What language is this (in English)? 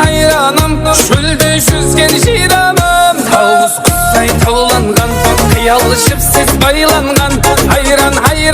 Kara-Kalpak